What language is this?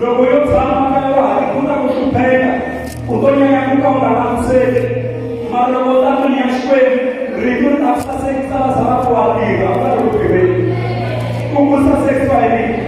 Tsonga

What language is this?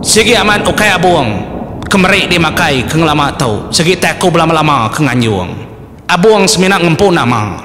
Iban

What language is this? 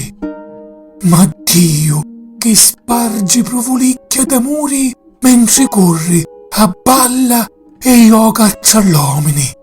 Sicilian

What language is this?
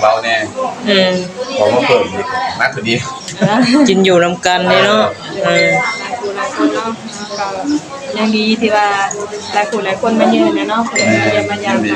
Northeastern Thai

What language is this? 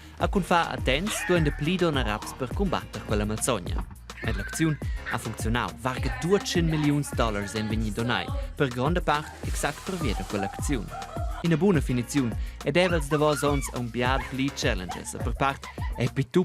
Romansh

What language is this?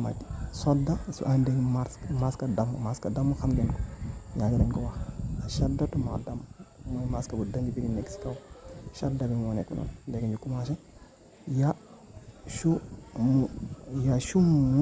Wolof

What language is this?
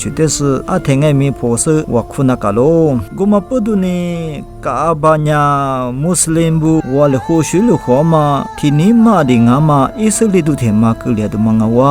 Lisu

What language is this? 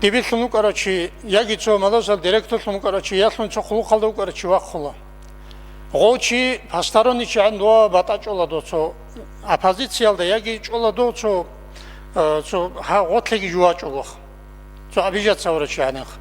Avaric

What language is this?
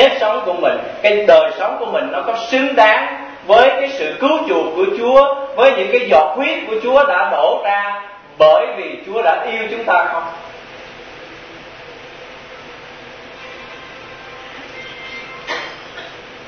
Vietnamese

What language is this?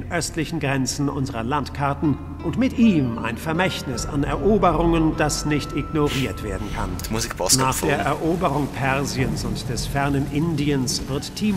Swiss German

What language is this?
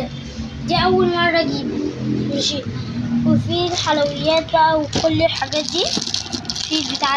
Egyptian Arabic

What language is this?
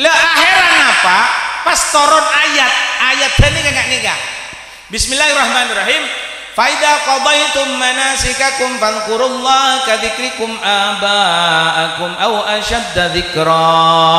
Madurese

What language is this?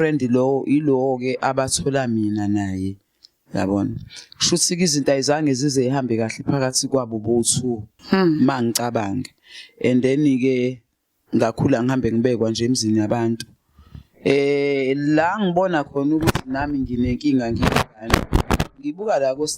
Zulu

